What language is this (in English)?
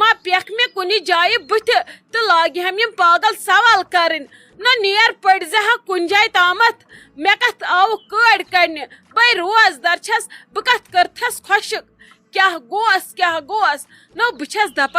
Kashmiri